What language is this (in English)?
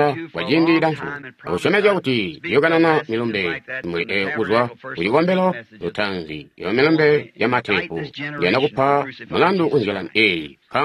Tonga (Zambia)